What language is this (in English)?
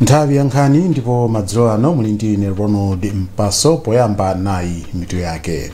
Nyanja